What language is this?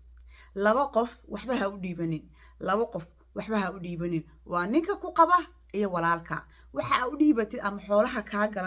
Somali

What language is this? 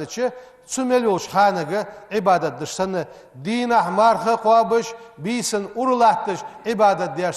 Ingush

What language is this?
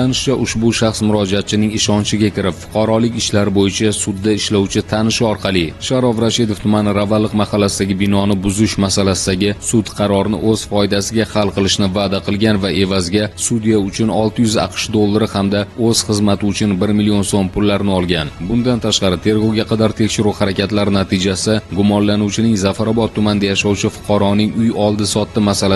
Uzbek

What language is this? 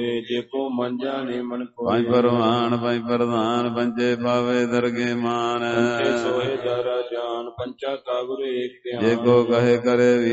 Punjabi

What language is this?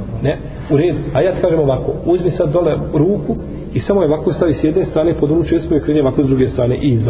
Bosnian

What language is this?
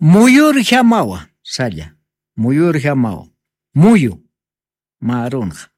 Aymara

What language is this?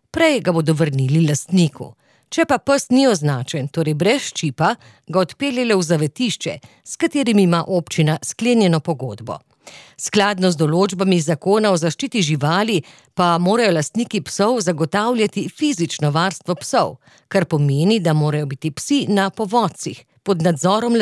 Slovenian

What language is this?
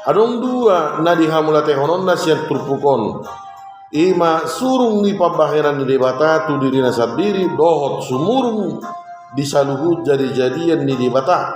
Batak Toba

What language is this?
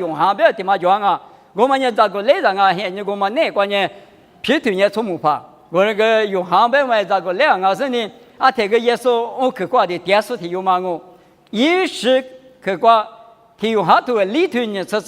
Lisu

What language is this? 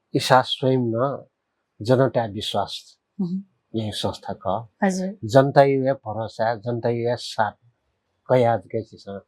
Newari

